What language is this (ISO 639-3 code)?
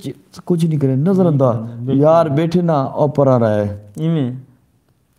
skr